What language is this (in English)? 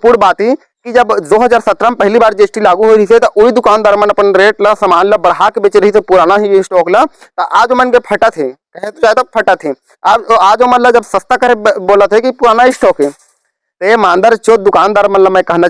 Chhattisgarhi